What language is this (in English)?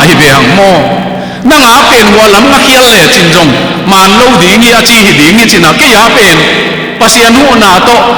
Tedim Chin